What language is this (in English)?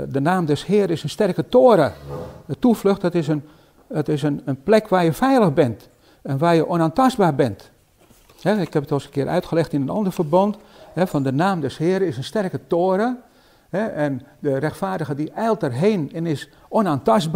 Dutch